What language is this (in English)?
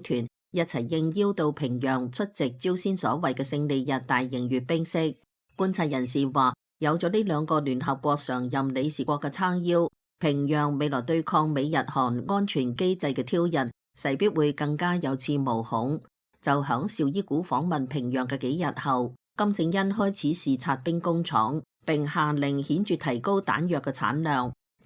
Cantonese